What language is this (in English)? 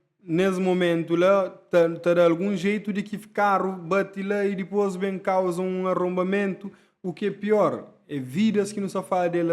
Kabuverdianu